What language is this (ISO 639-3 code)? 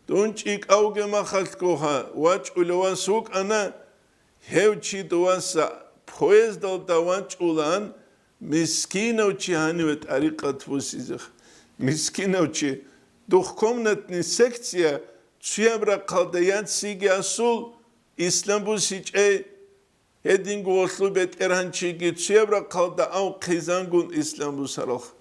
ava